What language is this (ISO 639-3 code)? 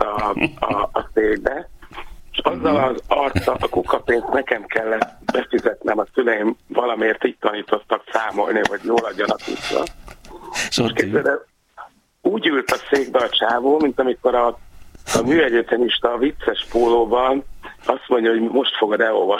hun